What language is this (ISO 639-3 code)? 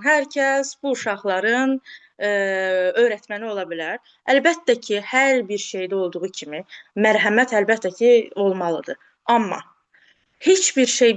aze